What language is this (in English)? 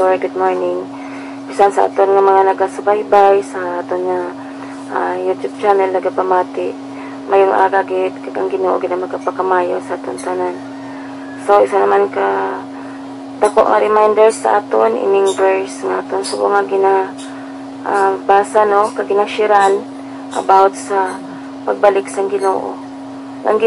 Hiligaynon